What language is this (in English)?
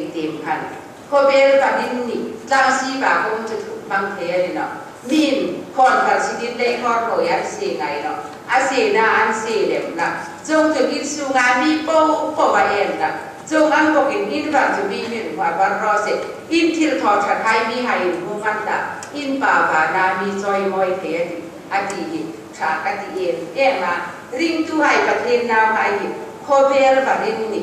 Hmar